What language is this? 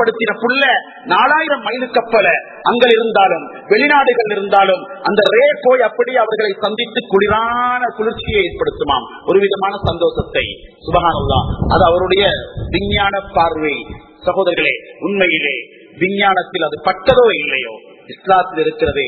Tamil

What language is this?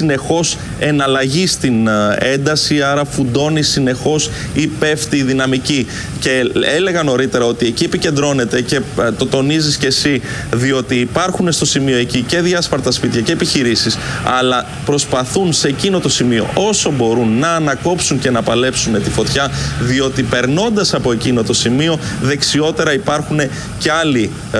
Greek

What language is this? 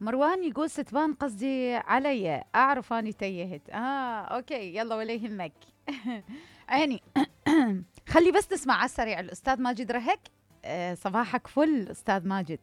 Mesopotamian Arabic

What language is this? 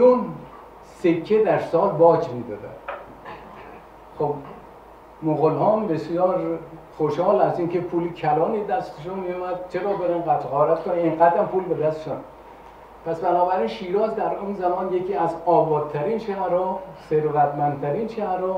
Persian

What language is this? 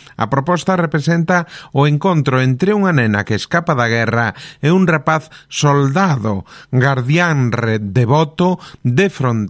Galician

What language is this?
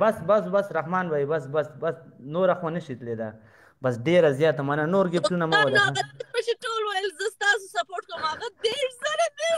Pashto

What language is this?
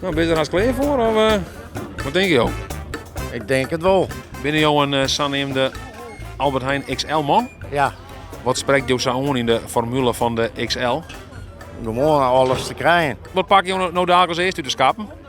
Western Frisian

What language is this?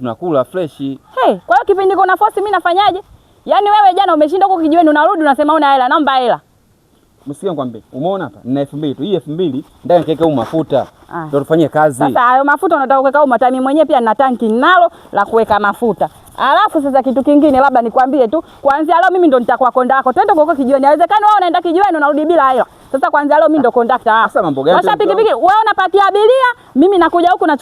Swahili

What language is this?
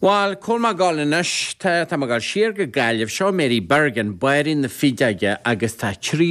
Irish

